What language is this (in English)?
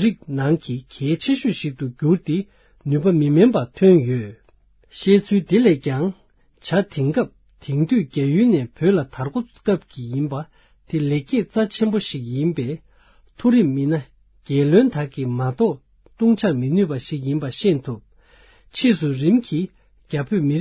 Tibetan